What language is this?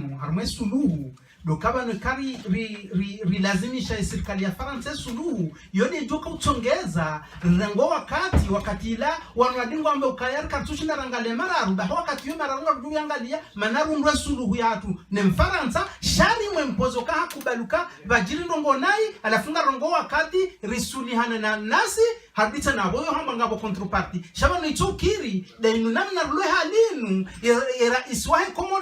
Ngazidja Comorian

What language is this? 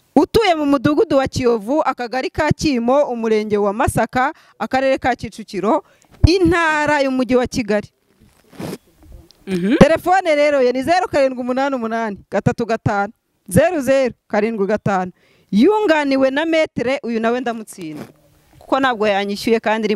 Kinyarwanda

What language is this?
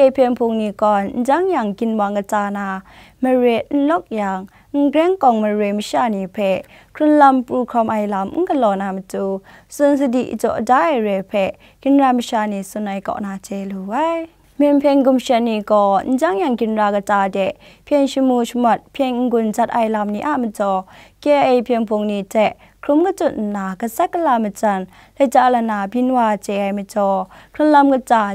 Kachin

